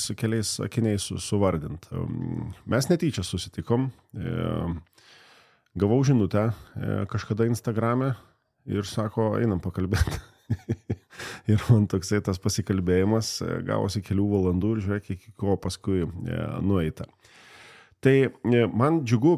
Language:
Lithuanian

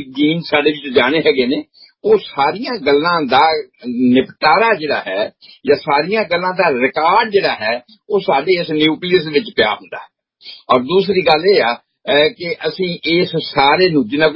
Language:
Punjabi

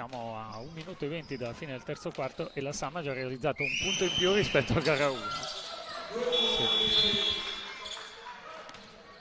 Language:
Italian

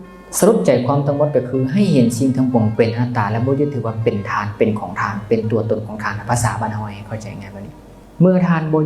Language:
Lao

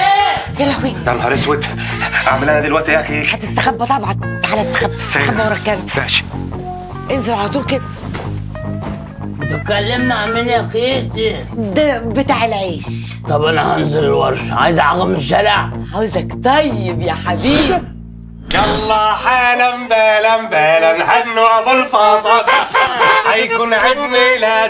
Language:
Egyptian Arabic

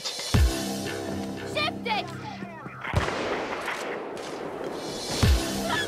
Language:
English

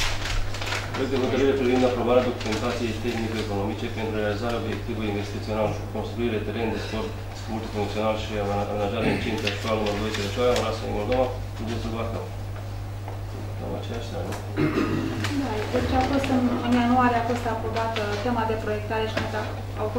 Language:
Romanian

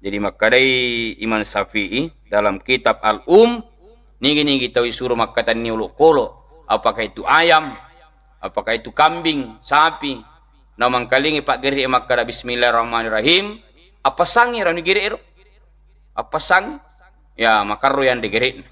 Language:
Buginese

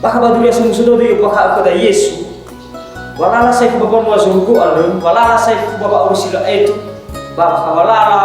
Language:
Nias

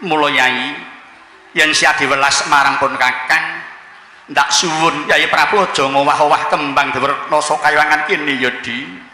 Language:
Javanese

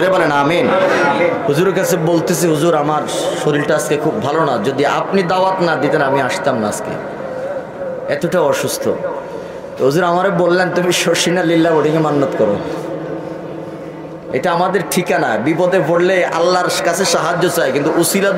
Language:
Bangla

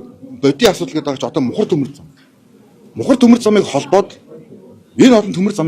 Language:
Mongolian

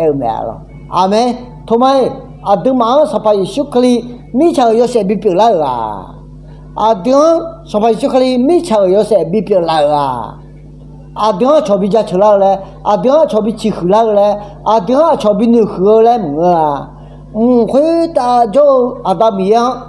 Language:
Akha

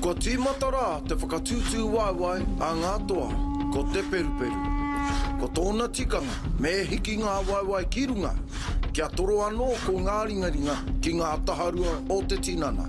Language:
Māori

